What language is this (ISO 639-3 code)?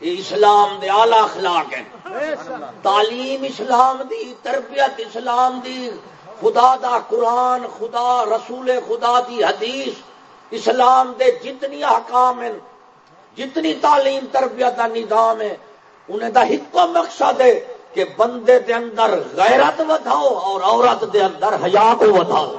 skr